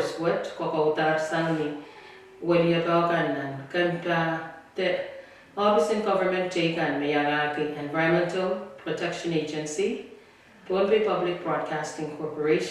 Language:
Pohnpeian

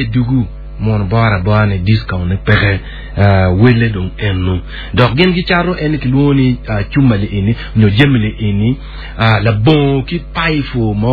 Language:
Acoli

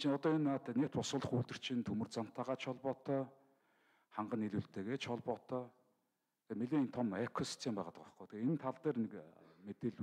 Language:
Mongolian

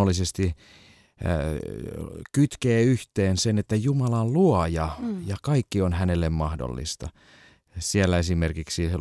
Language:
Finnish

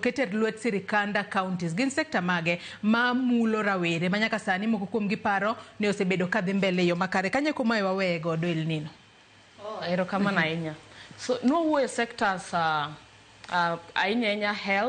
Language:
Luo (Kenya and Tanzania)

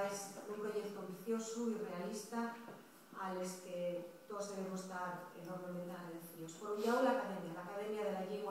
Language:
Asturian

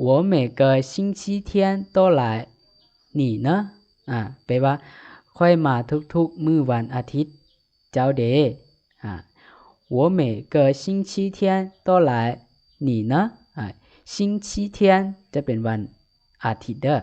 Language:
Lao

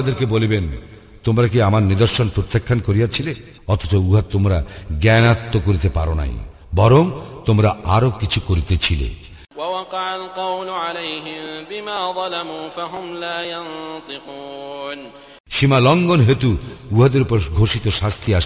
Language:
Bangla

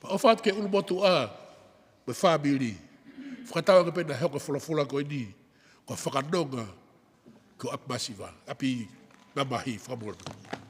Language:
Tongan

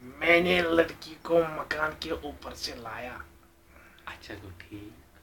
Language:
Kashmiri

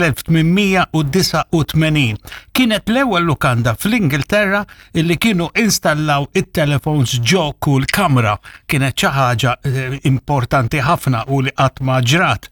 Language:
Maltese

